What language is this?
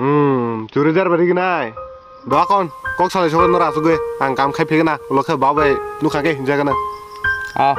Kok Borok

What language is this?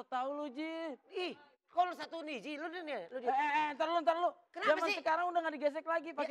Betawi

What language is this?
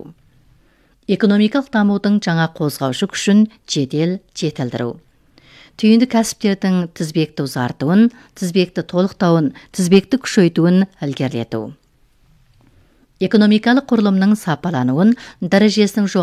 Kazakh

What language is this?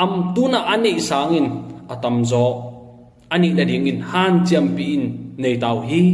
Tedim Chin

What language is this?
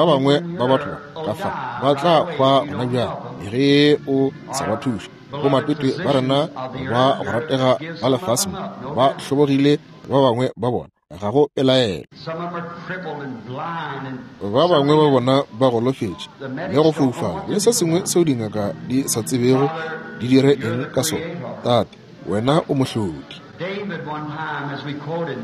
Northern Sotho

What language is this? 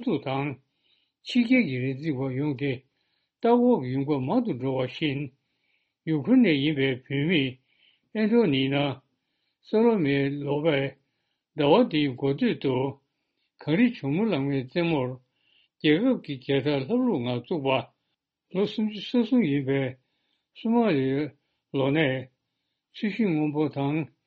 Tibetan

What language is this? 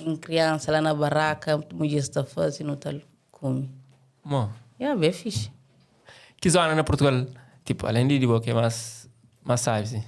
Kabuverdianu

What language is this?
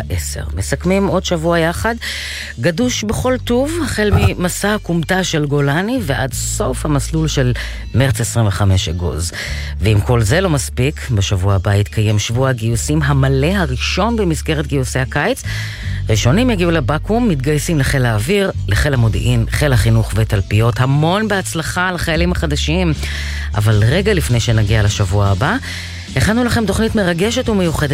Hebrew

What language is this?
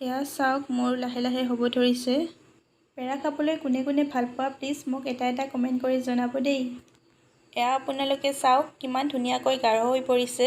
Assamese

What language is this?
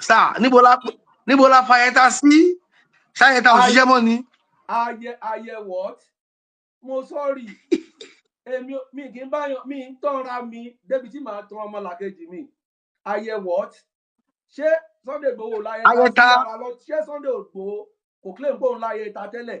Yoruba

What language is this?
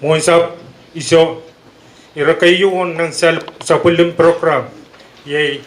Pohnpeian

